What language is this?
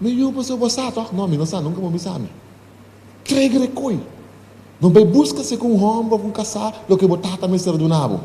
Papiamento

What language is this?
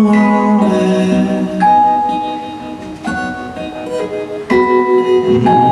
Catalan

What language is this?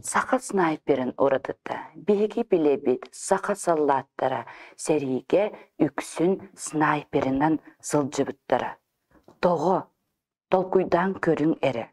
Yakut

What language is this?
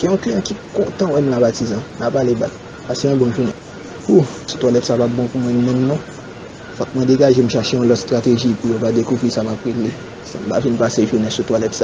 Haitian Creole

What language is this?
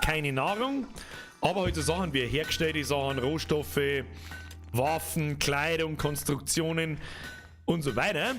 Bavarian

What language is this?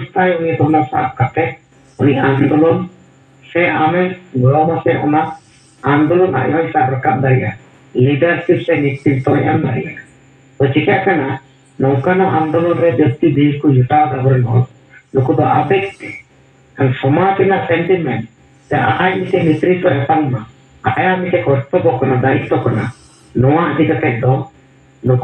Santali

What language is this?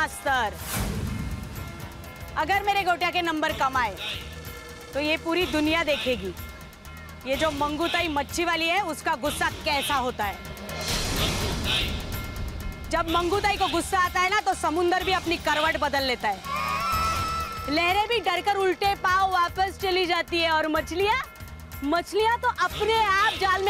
Hindi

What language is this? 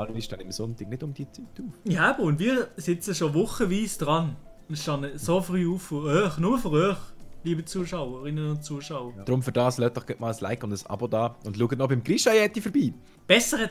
Swiss German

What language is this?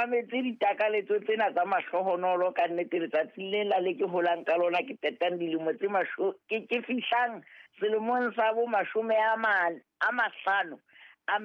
Southern Sotho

